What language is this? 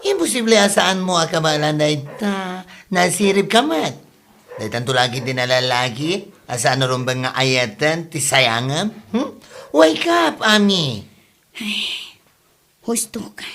Iloko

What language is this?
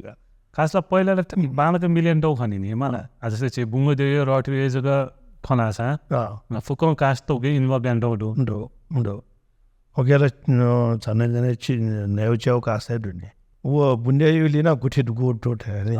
Newari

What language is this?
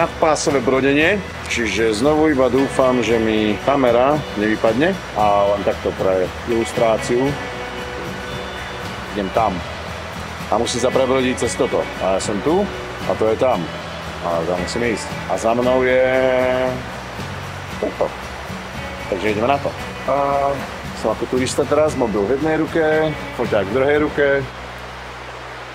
Slovak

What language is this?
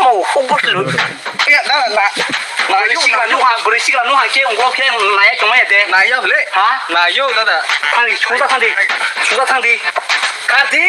Kok Borok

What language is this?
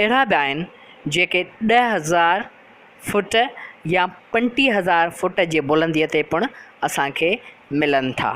Sindhi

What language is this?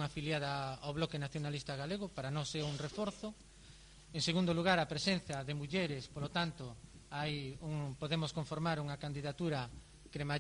Galician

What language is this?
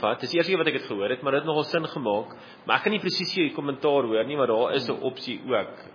Afrikaans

